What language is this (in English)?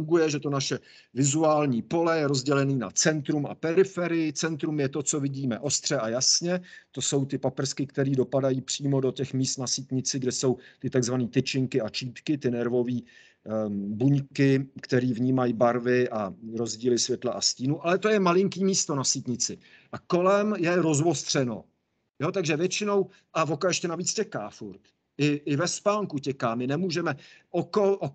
Czech